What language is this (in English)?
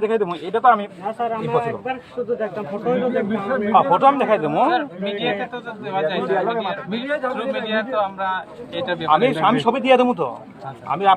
Bishnupriya